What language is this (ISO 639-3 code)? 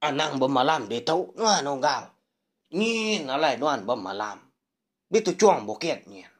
iba